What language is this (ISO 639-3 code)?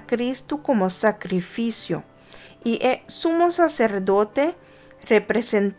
pap